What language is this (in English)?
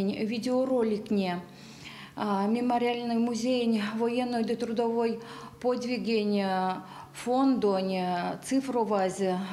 Erzya